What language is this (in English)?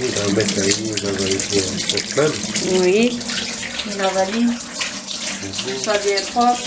Réunion Creole French